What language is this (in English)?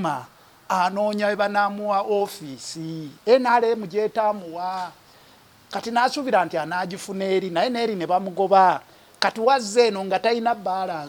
Ganda